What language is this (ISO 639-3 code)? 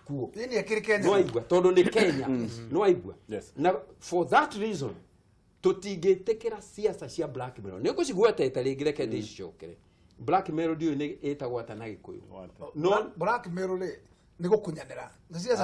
kik